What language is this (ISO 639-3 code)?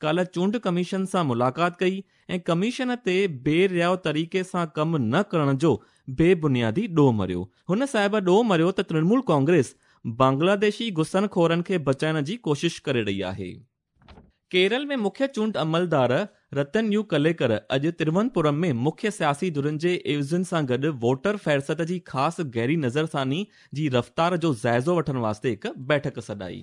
snd